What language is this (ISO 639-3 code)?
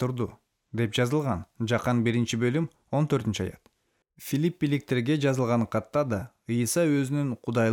kir